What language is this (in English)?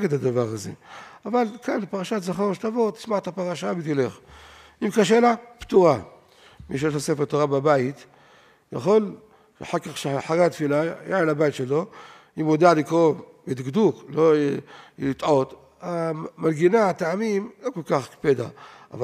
Hebrew